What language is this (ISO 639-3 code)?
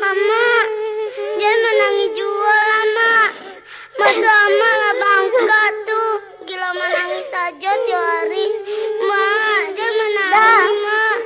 min